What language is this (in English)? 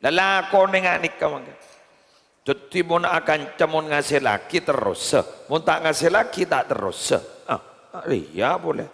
Madurese